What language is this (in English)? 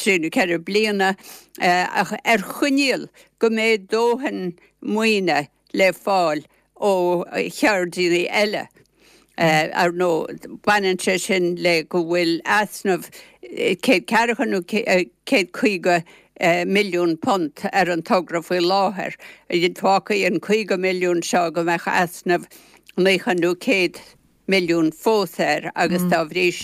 Irish